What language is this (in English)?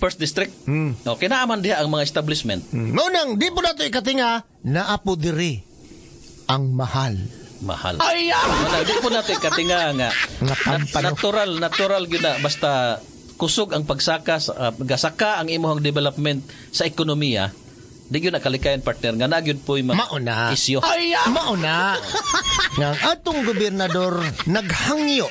Cebuano